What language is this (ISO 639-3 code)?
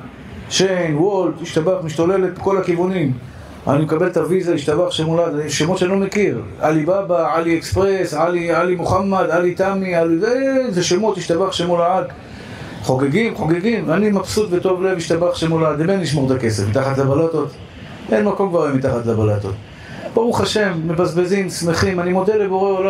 heb